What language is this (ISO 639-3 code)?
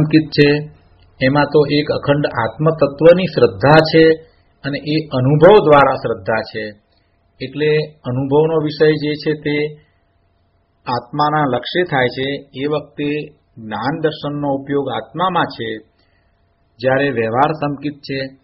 guj